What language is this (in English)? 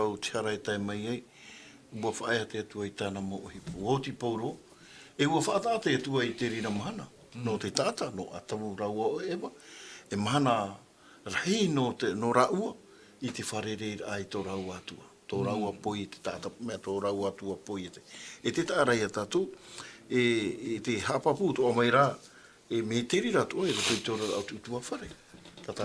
Tahitian